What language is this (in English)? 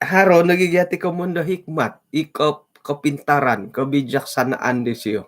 Central Dusun